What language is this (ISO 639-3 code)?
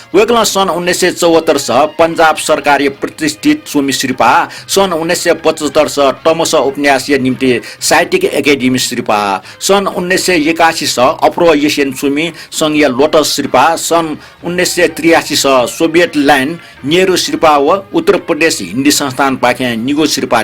new